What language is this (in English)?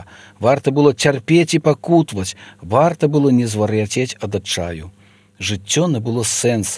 Belarusian